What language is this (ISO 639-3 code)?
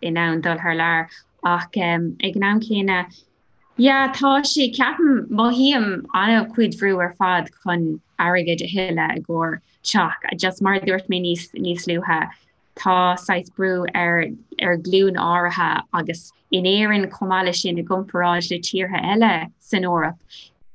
gle